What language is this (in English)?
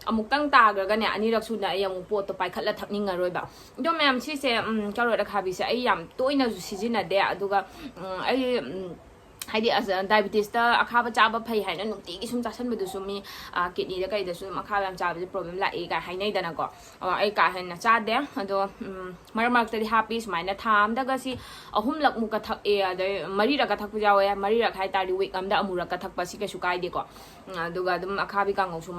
Manipuri